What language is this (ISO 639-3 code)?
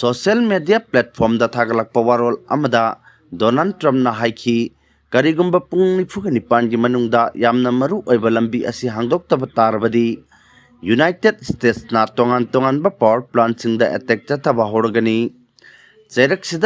mni